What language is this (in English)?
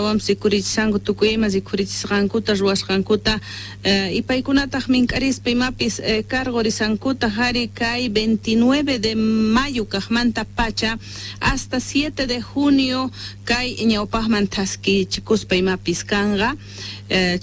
Quechua